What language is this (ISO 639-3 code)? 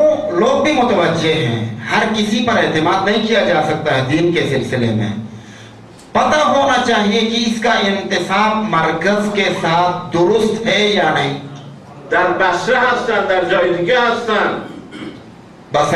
urd